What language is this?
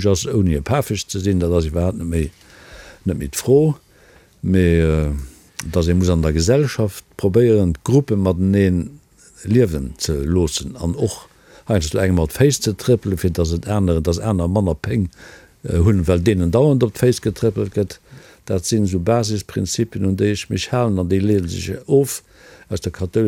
Luxembourgish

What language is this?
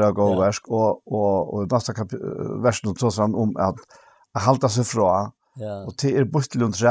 Faroese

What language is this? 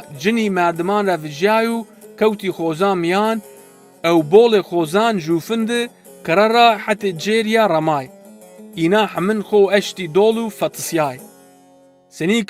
Zaza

